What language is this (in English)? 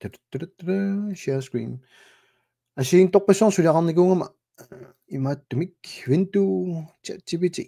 Kalaallisut